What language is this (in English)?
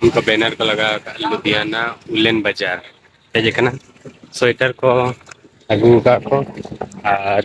Santali